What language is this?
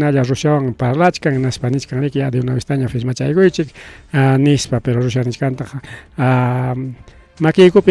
Ayacucho Quechua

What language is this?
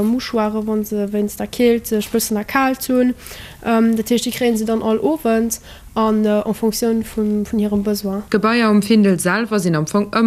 Luxembourgish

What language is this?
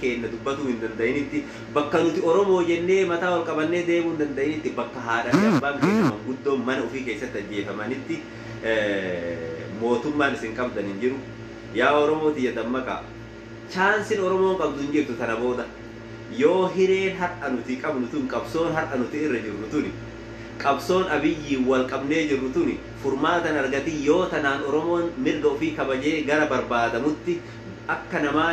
Oromo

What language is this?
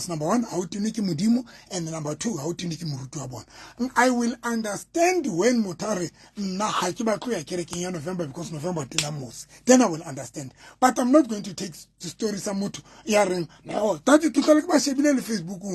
Southern Sotho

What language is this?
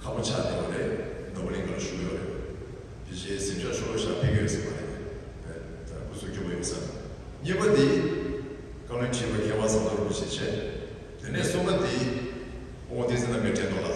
Tibetan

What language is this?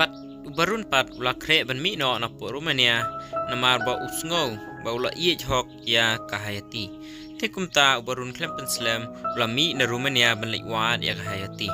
Khasi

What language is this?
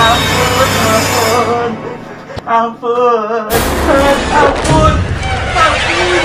Betawi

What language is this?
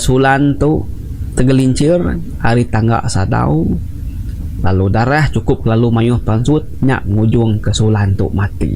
Iban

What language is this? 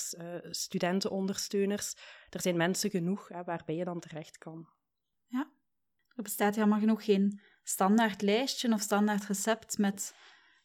Dutch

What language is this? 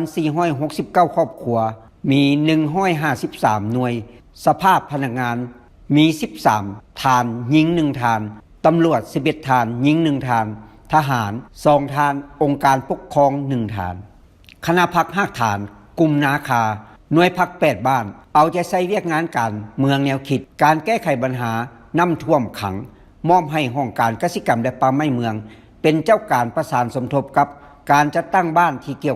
Lao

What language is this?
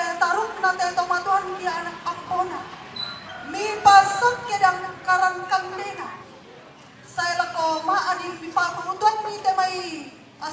Toraja-Sa'dan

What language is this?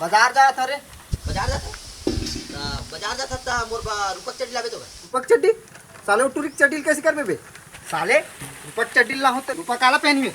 Chhattisgarhi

